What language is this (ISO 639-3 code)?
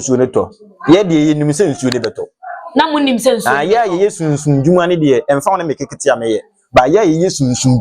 aka